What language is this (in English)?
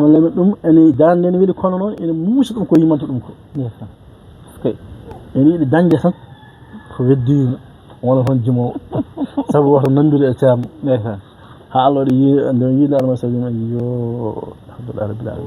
Fula